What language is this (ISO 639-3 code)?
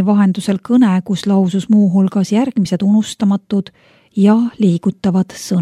est